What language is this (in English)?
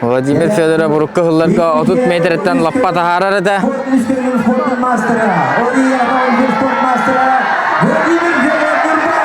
Yakut